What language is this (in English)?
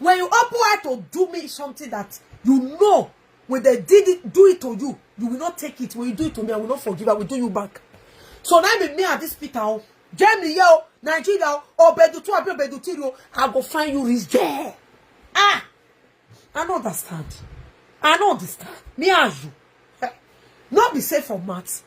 Nigerian Pidgin